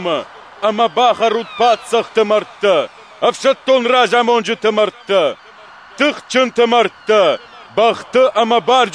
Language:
Ossetic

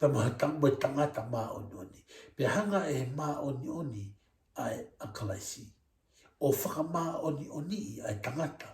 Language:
Tongan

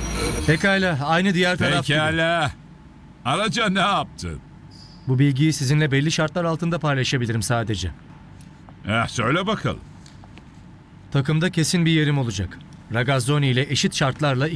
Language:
Turkish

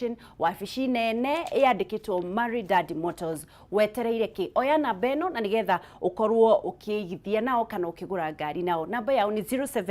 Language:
Kikuyu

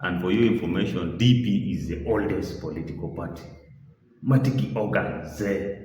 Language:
Acoli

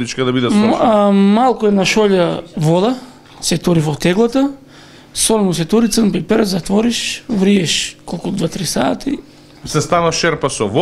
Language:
Macedonian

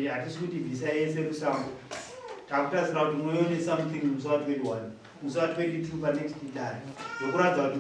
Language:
Shona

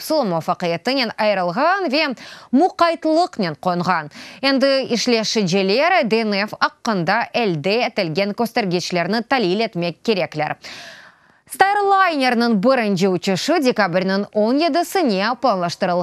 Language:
Crimean Tatar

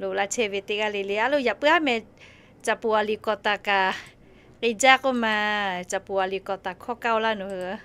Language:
Lahu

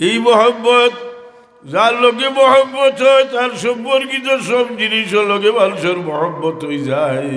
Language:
Sylheti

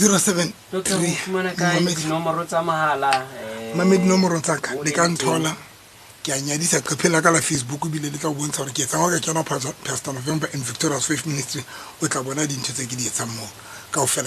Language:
Southern Sotho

